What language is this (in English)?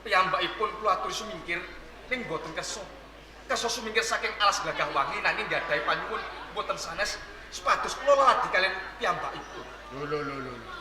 Javanese